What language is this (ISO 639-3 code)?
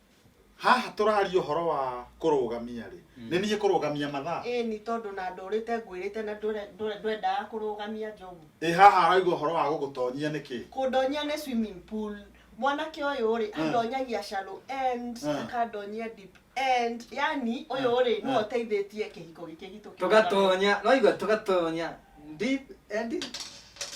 kik